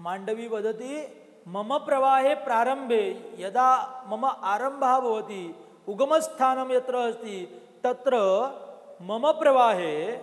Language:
Sanskrit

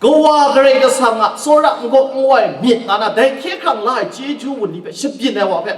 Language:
Kachin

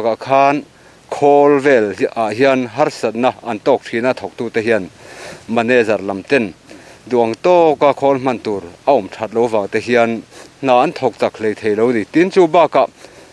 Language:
Mizo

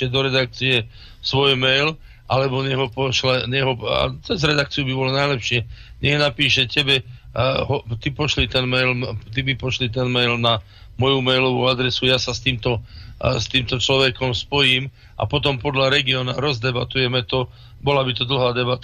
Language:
Slovak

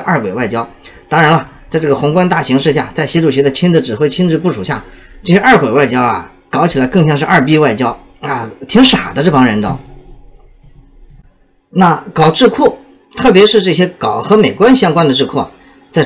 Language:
Chinese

